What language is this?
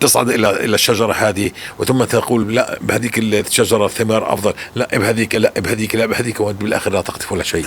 North Levantine Arabic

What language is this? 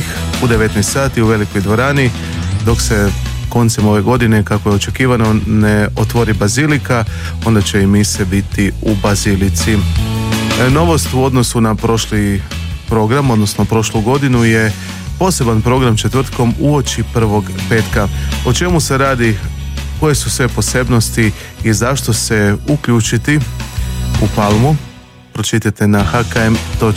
Croatian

